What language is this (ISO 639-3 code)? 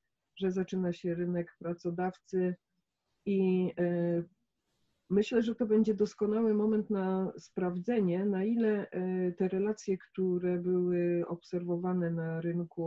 pol